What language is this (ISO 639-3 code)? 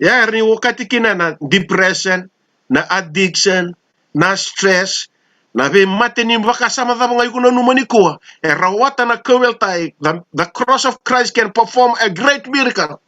fij